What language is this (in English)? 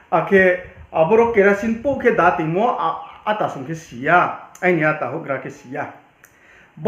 Riang (India)